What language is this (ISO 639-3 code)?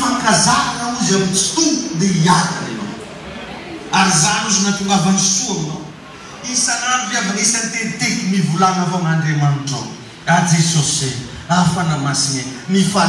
mlg